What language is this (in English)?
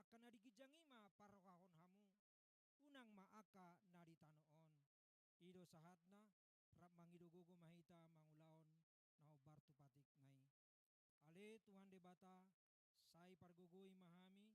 Batak Toba